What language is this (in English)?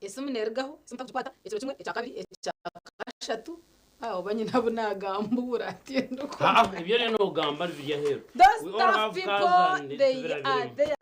Nyankole